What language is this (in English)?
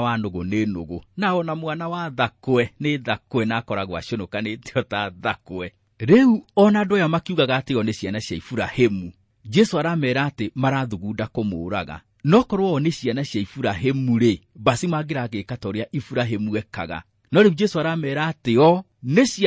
Kikuyu